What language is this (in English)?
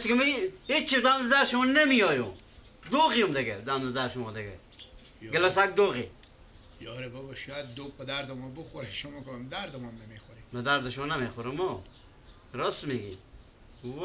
Persian